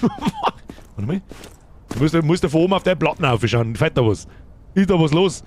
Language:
Bavarian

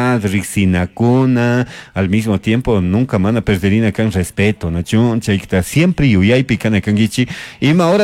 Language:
Chimborazo Highland Quichua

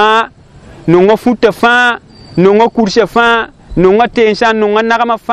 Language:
Mossi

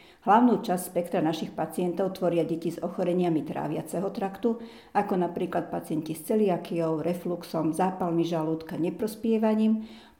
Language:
Slovak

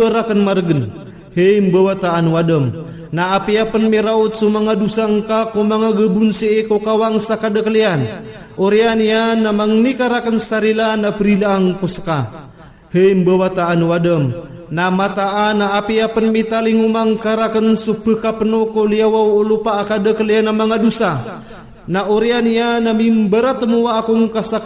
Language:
Maranao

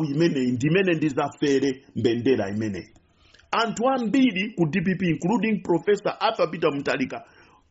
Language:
Nyanja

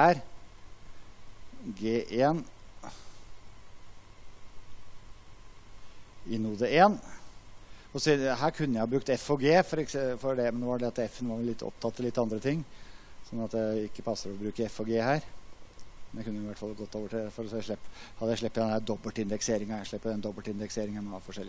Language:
Norwegian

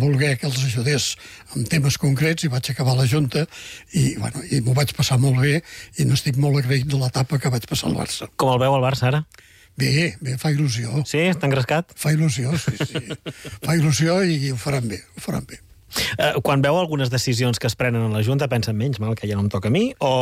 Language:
Catalan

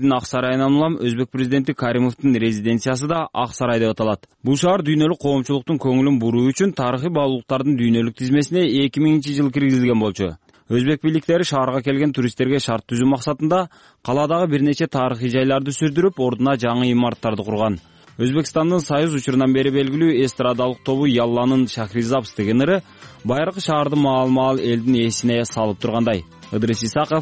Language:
Kyrgyz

